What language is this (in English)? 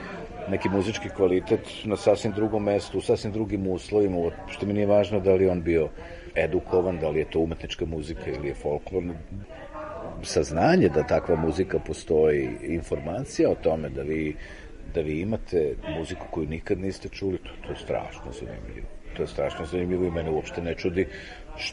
Serbian